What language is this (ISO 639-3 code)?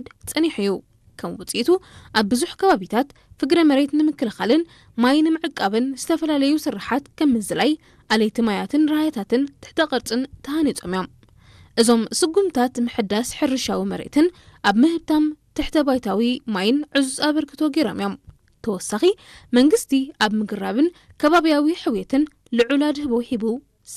tir